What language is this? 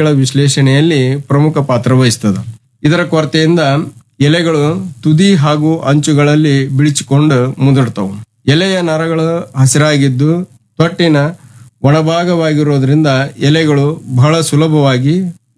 Kannada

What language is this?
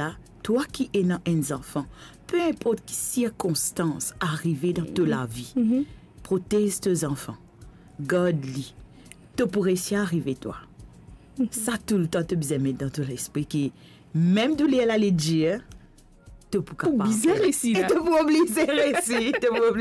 Morisyen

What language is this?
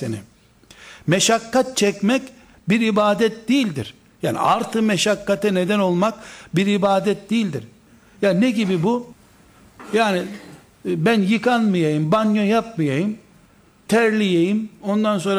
Turkish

